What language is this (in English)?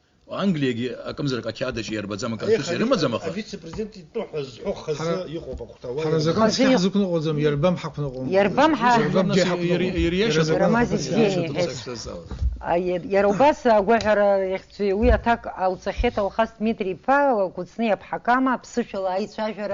Abkhazian